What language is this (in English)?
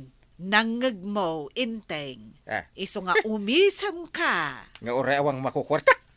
Iloko